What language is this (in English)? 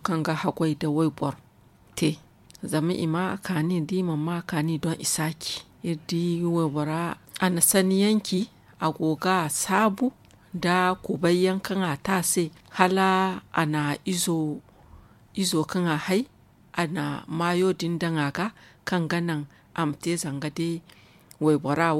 Zarma